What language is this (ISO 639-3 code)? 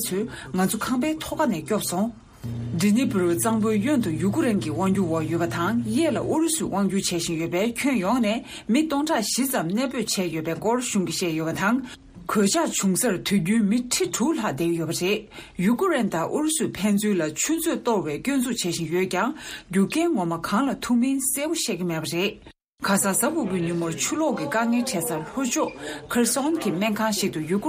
bod